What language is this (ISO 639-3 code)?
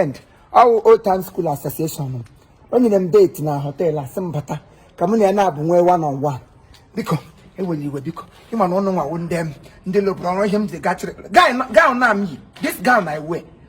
ibo